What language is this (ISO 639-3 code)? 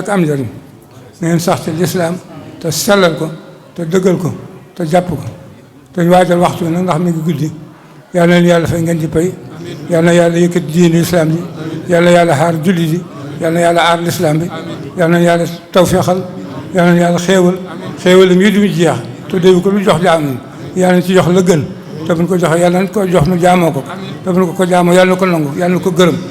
wol